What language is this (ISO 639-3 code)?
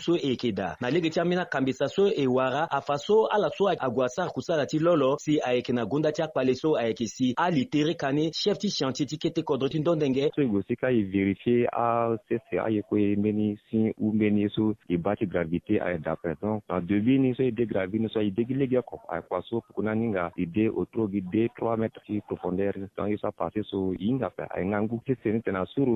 sag